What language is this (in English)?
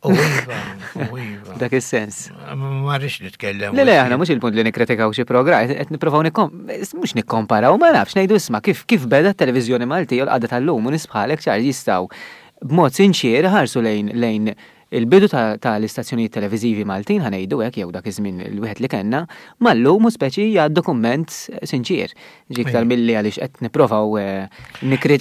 Maltese